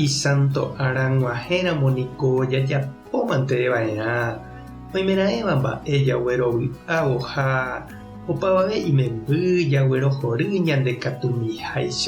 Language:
Guarani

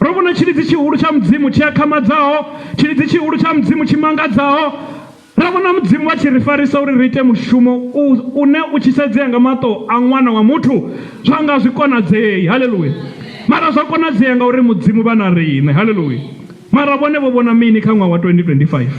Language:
Venda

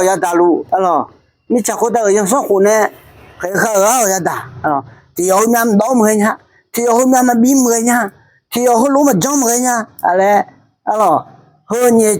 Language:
Akha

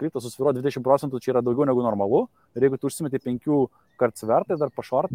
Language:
Lithuanian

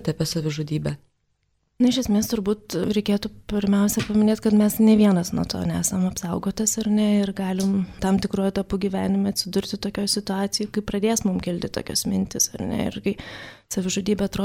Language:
Lithuanian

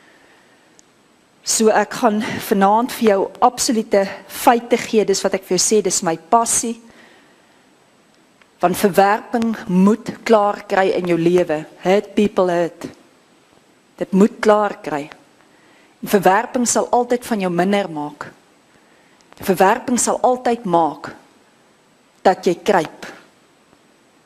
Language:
Afrikaans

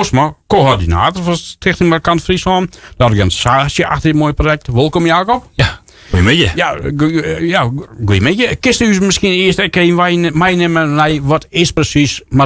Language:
Western Frisian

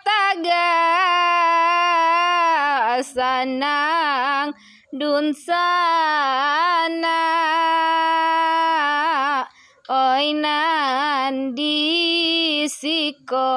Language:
Minangkabau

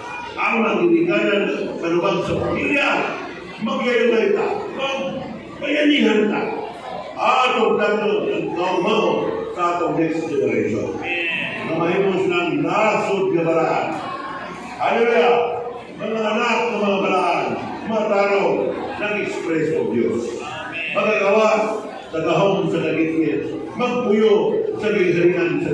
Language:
Cebuano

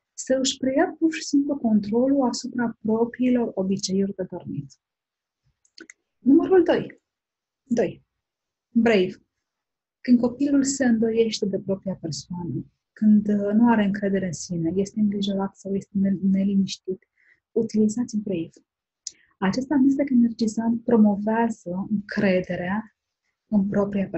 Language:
Romanian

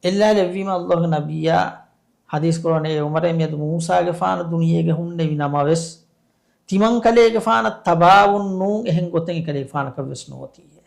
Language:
Divehi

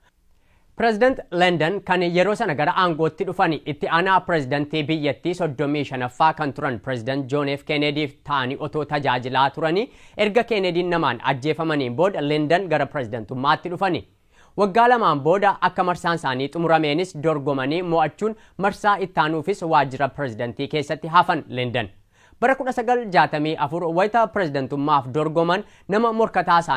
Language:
Oromo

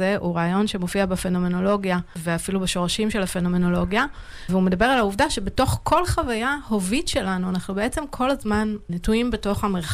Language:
Hebrew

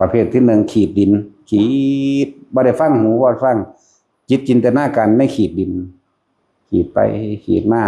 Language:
Lao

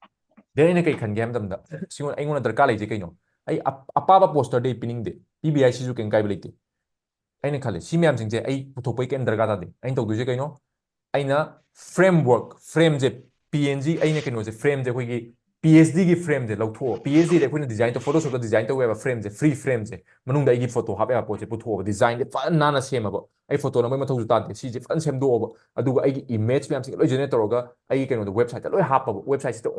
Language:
Manipuri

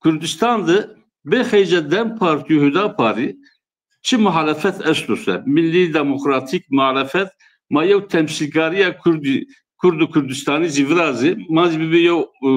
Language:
Zaza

